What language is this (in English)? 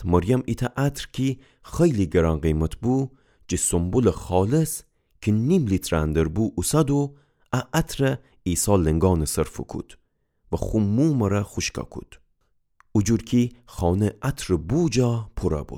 Gilaki